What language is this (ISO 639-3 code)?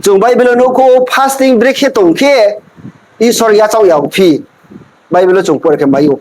ria